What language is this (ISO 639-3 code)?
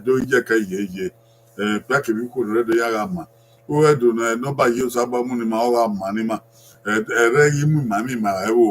bin